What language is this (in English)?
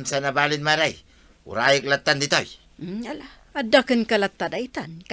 Iloko